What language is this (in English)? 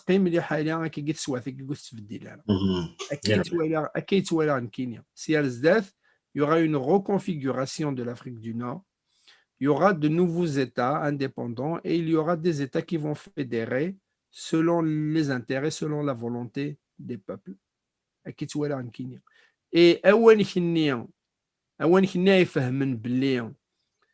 Kabyle